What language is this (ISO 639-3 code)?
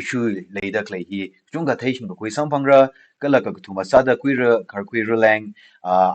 nmf